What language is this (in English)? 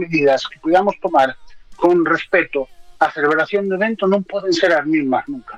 Galician